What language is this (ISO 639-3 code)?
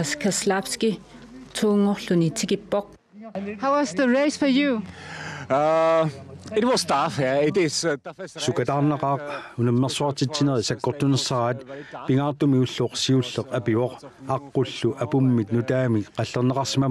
kal